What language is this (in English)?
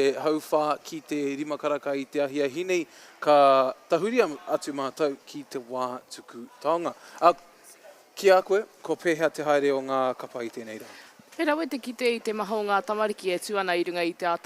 Māori